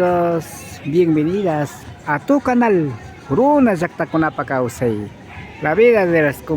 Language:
Imbabura Highland Quichua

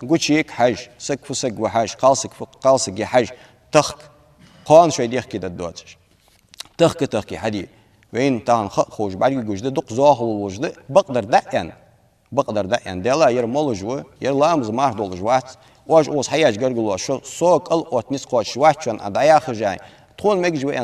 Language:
Ingush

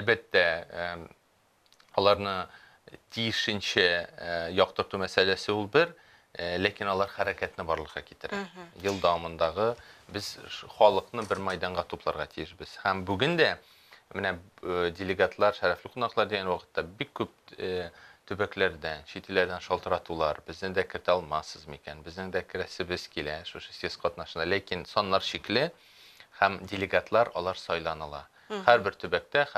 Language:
Tatar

